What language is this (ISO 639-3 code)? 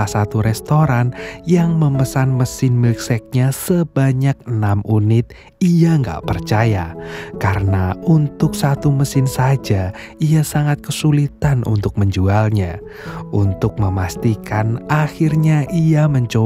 ind